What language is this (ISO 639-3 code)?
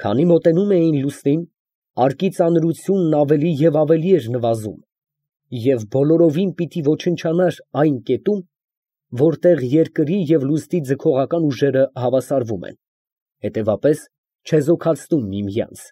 hye